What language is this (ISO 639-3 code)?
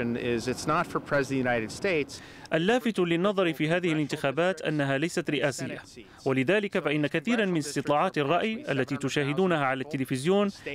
ara